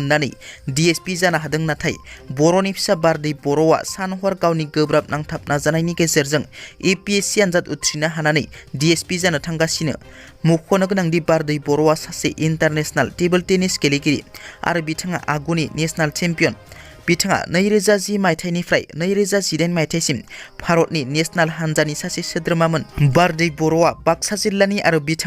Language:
Bodo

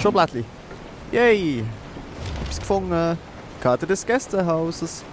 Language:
Swiss German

